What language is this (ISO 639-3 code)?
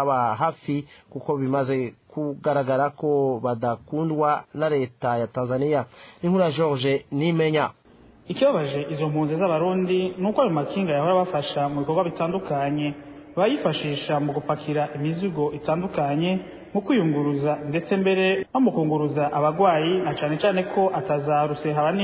run